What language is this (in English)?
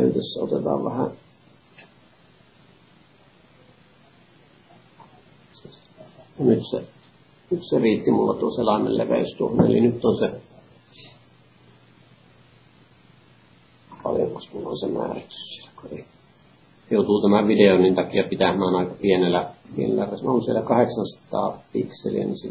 Finnish